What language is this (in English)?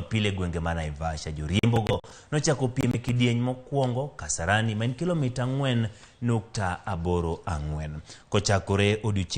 Luo (Kenya and Tanzania)